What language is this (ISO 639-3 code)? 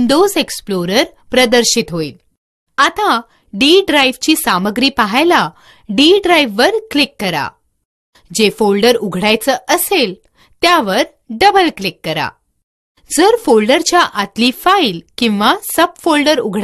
mar